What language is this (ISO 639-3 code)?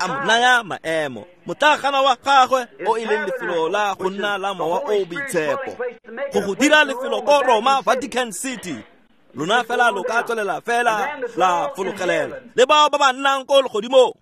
tsn